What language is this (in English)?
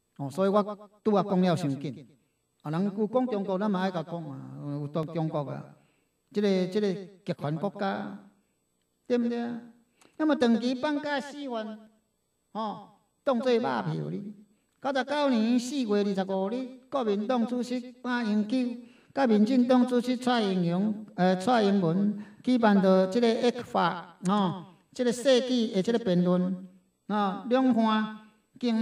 Min Nan Chinese